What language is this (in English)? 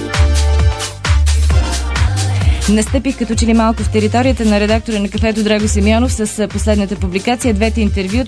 Bulgarian